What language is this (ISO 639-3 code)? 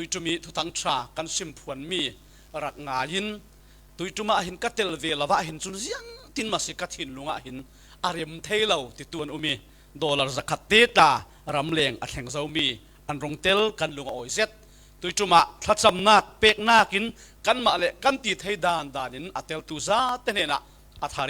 cfm